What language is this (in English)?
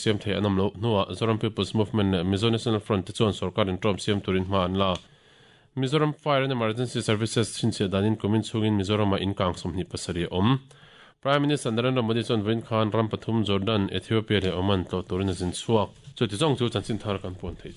Mizo